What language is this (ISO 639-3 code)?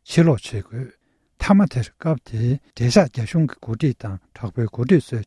bod